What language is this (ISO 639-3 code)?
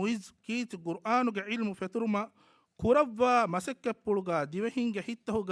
div